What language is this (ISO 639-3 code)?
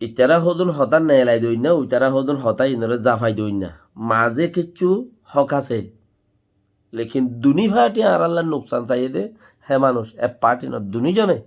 rhg